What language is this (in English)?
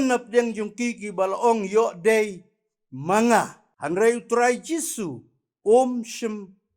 Khasi